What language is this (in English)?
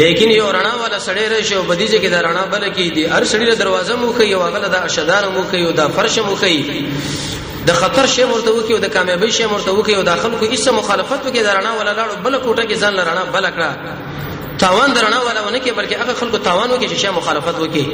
Pashto